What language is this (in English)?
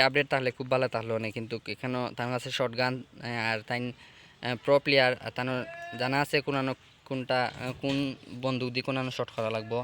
Sylheti